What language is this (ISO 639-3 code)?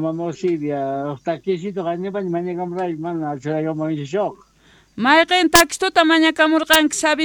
quh